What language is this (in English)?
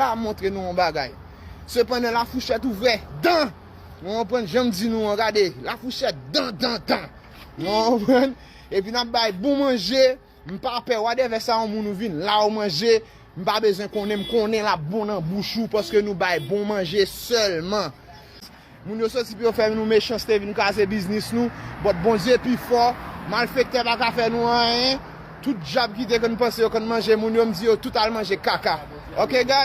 Haitian Creole